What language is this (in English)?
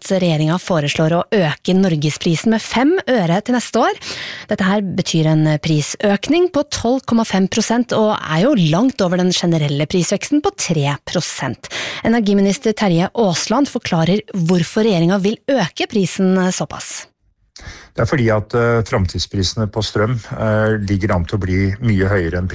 Norwegian